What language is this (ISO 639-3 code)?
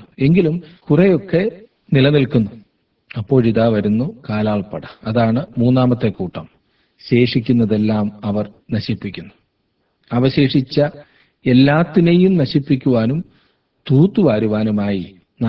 mal